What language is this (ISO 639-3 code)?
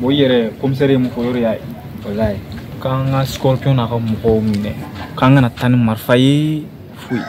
bam